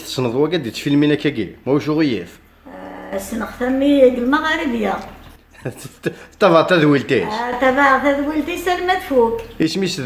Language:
Kabyle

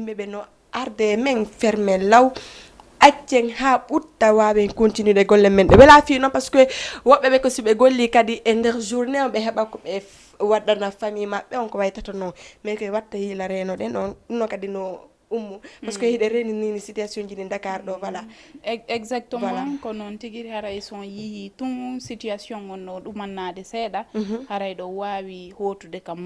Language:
Fula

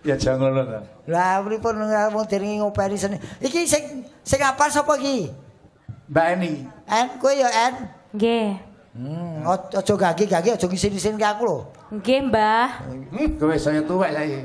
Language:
Javanese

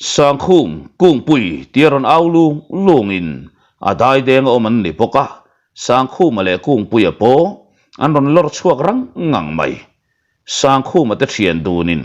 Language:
Mizo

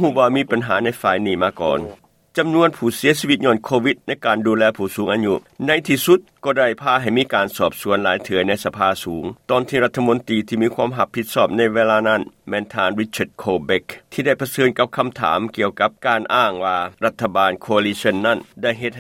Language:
Lao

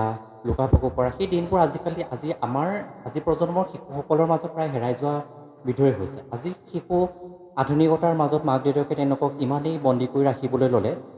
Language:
Assamese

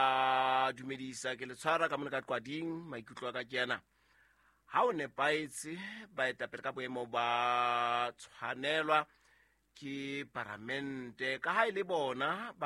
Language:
Southern Sotho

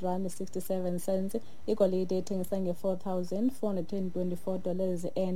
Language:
Xhosa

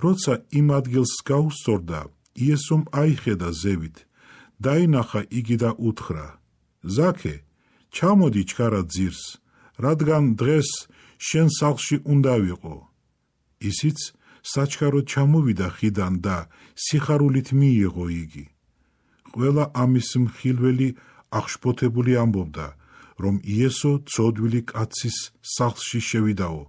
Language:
Georgian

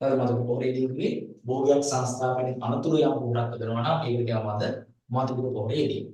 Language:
Sinhala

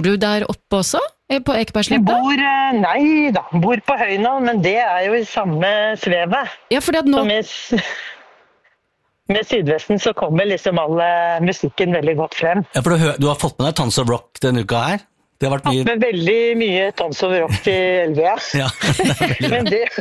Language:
Norwegian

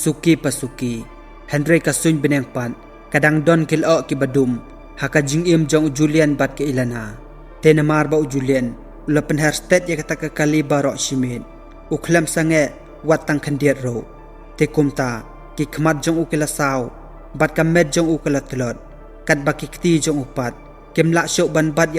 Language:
Khasi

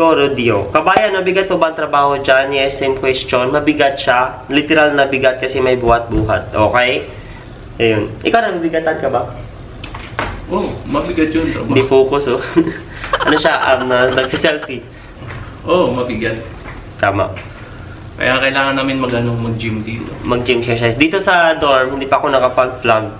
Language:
Filipino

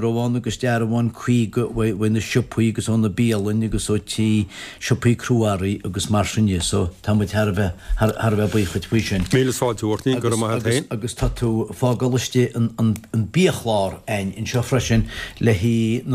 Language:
Irish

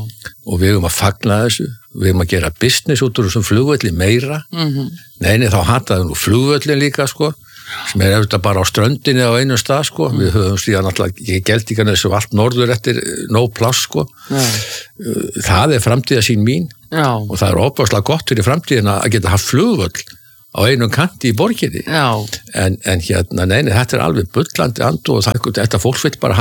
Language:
Icelandic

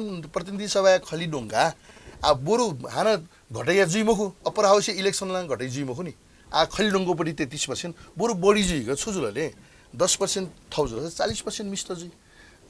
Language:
Newari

